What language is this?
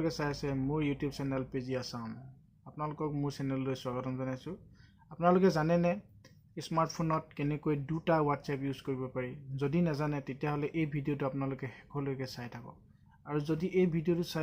Assamese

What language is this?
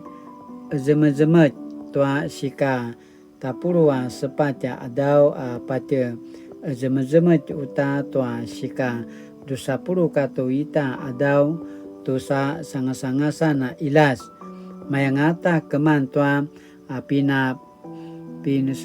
Paiwan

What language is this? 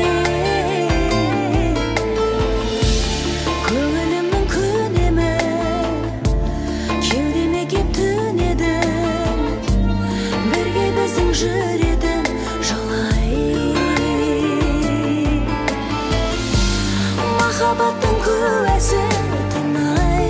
Kazakh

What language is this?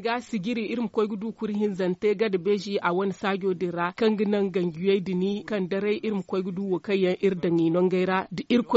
Zarma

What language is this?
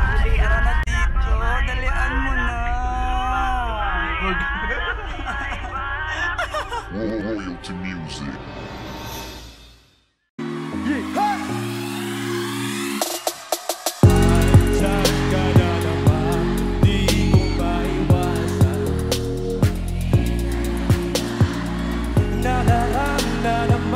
Filipino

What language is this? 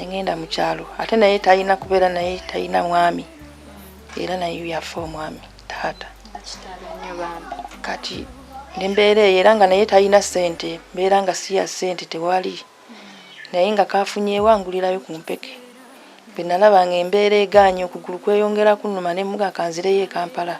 Ganda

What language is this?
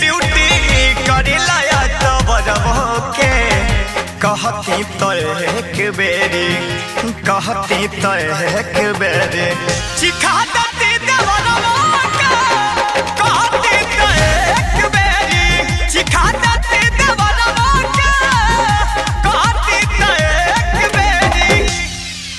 Bhojpuri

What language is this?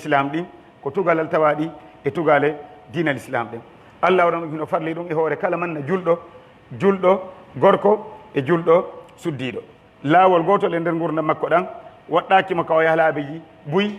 Pular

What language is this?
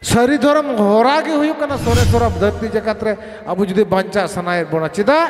Santali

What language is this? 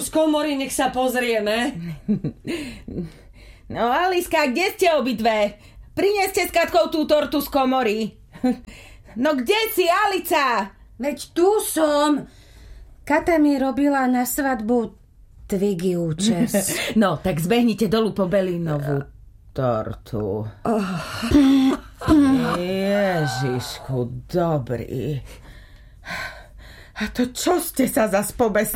Slovak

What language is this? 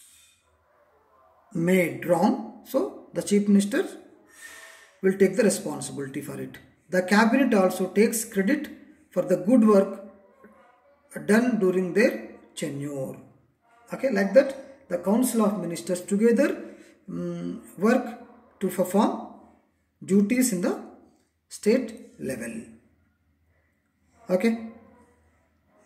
English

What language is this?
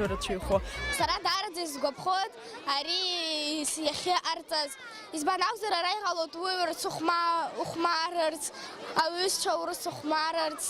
Abkhazian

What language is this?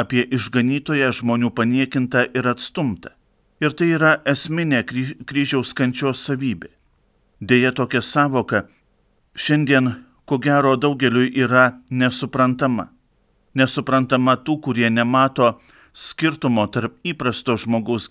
Lithuanian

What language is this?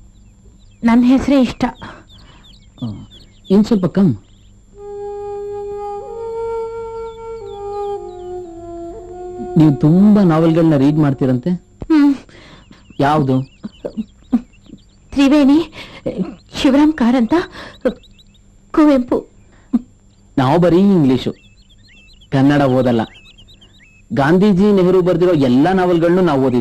Kannada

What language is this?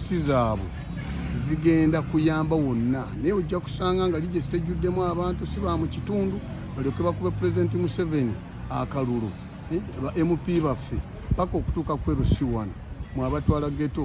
Ganda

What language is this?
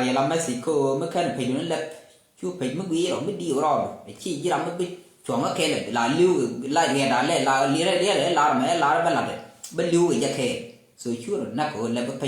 Nuer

